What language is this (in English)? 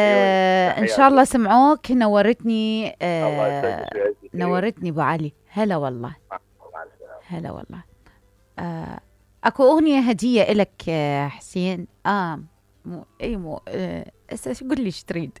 Mesopotamian Arabic